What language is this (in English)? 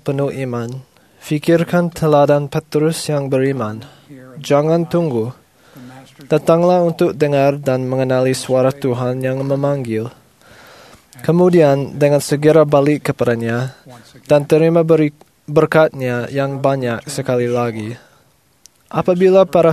Malay